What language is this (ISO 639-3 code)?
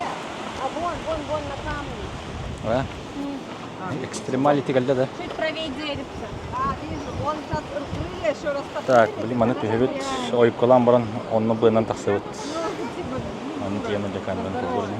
sah